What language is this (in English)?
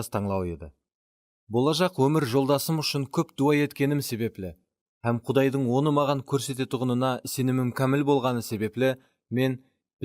Kara-Kalpak